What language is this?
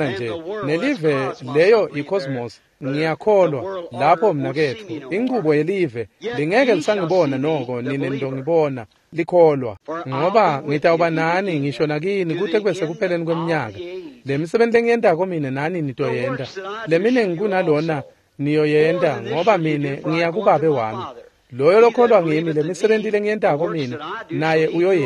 Swati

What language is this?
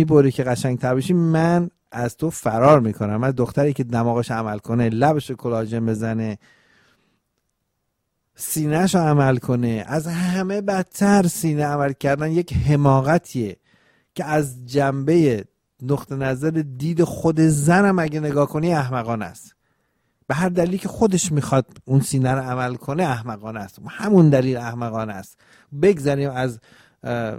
Persian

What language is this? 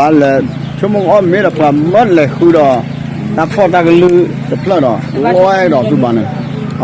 S'gaw Karen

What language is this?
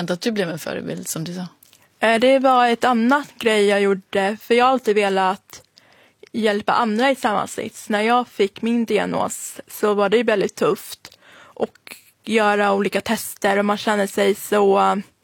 Swedish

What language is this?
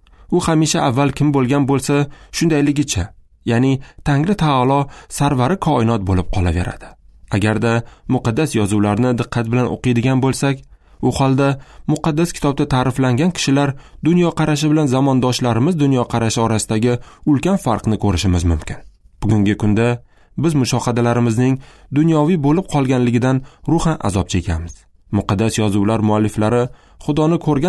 Uzbek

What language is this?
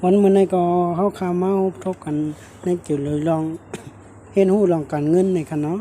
Shan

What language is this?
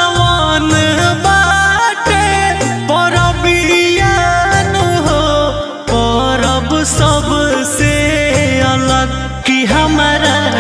Bhojpuri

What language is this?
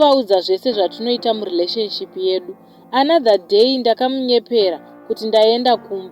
Shona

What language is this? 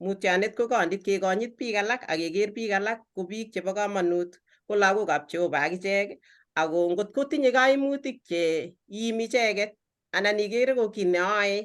Kalenjin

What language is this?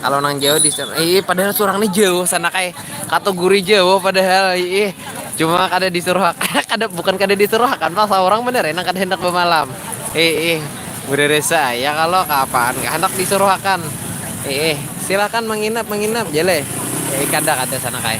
Banjar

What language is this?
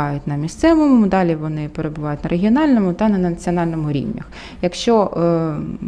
Ukrainian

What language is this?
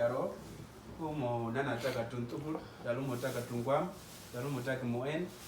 Uduk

